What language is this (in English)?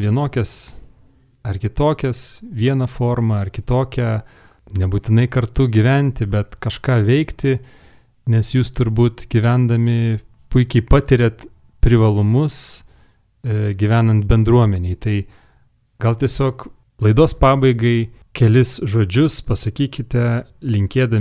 Lithuanian